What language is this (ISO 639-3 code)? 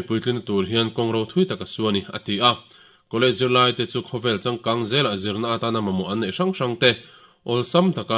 lus